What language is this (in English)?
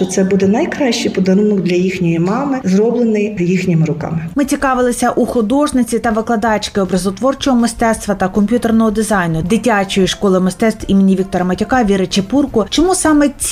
Ukrainian